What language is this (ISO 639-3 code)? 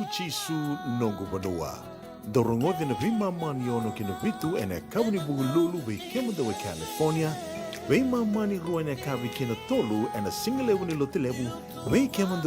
fij